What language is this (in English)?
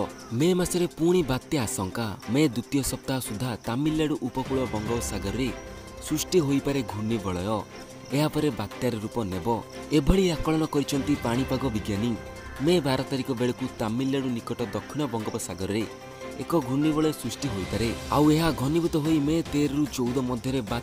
Odia